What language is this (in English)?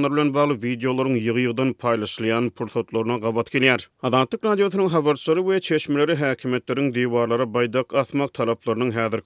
Turkmen